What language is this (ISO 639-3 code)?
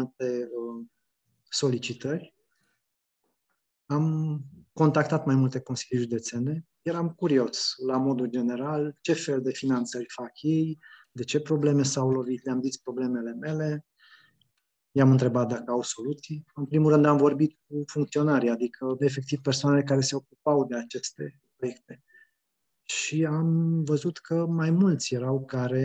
ron